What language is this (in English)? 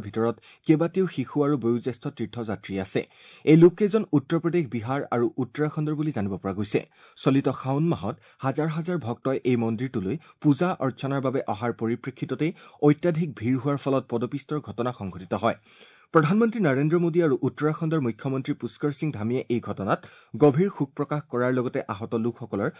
Assamese